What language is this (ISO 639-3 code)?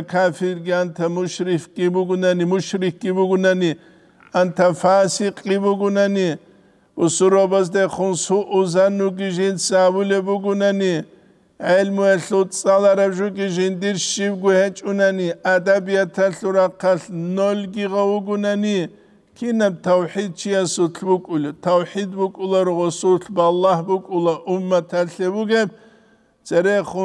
ava